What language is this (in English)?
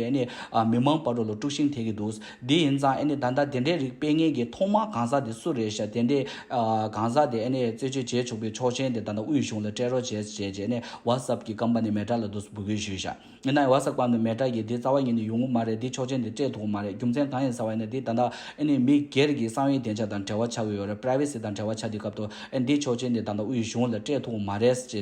Tibetan